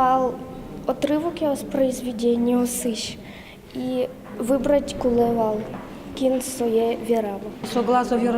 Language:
Udmurt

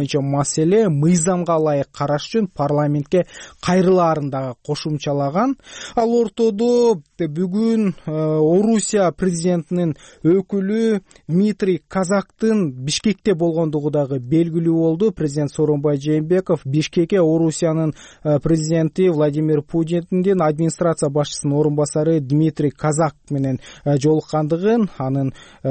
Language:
Kyrgyz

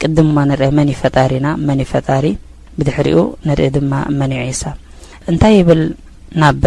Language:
Tigrinya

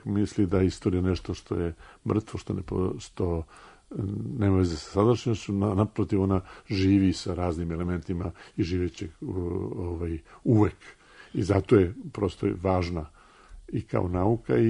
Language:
Serbian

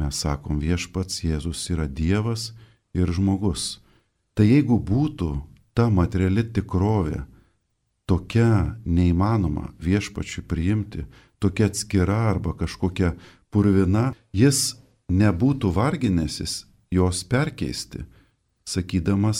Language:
Lithuanian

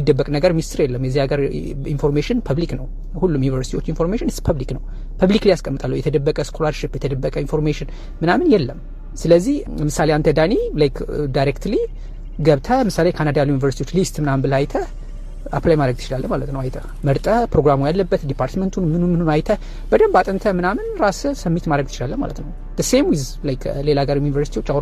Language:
Amharic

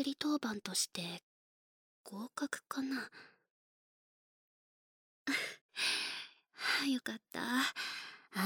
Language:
Japanese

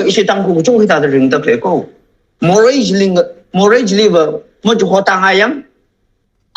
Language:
Tangkhul Naga (India)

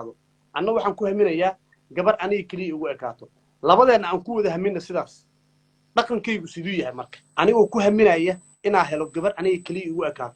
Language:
Somali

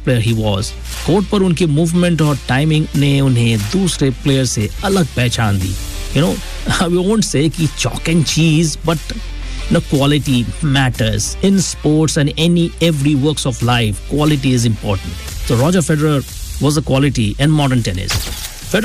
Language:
Hindi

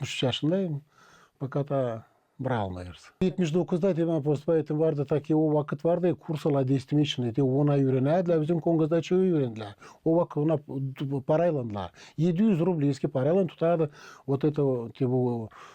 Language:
Gagauz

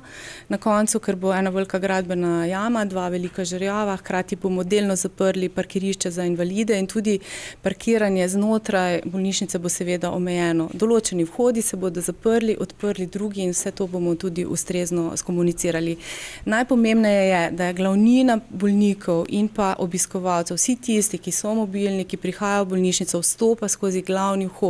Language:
Slovenian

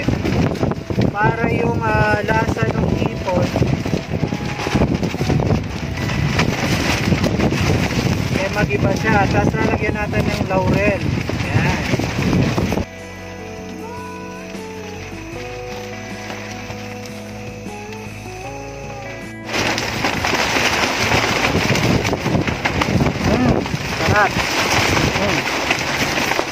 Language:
Filipino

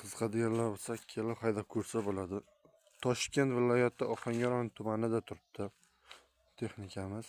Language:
Uzbek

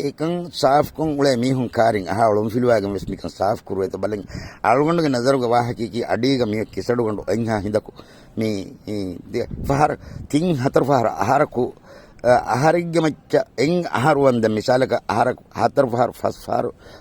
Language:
Divehi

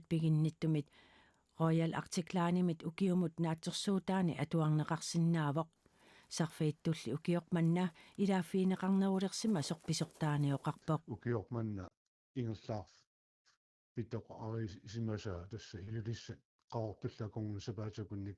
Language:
Kalaallisut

